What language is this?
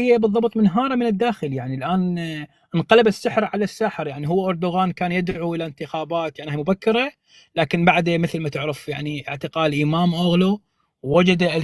North Levantine Arabic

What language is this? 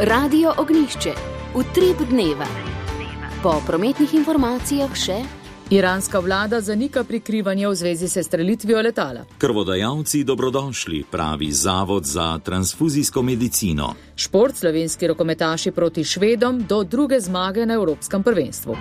Slovenian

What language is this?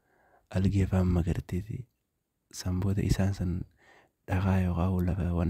Oromo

